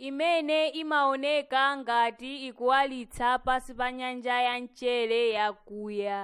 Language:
Nyanja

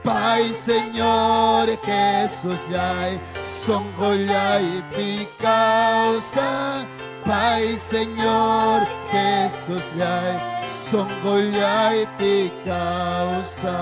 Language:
Ayacucho Quechua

